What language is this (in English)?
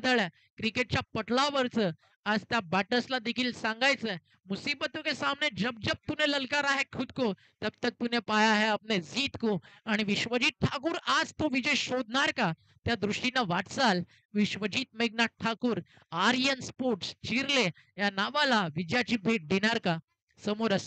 Marathi